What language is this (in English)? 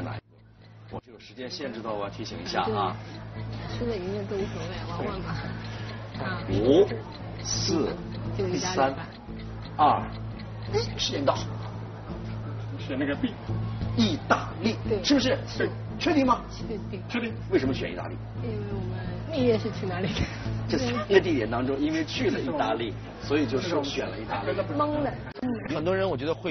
Chinese